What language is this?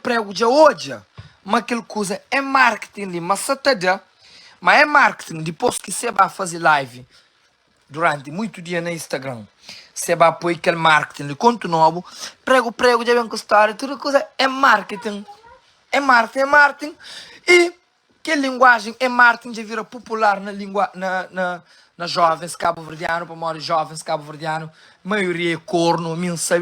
Kabuverdianu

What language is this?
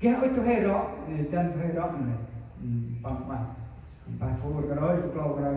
Central Mnong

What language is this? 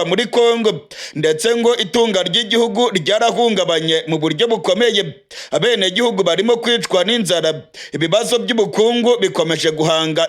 Rundi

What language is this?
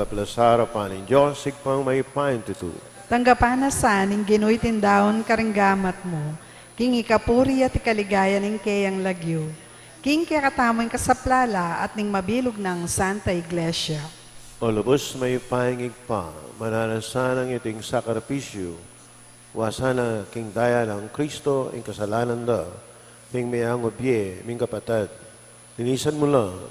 Pampanga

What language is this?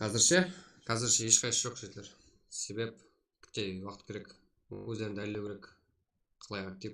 Kara-Kalpak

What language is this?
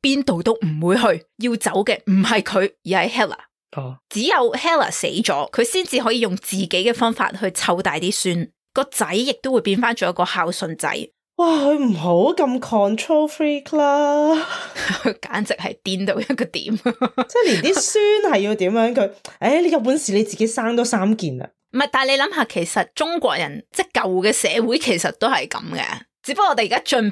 Cantonese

